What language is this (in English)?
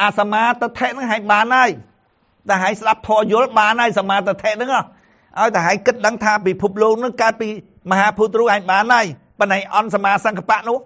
Khmer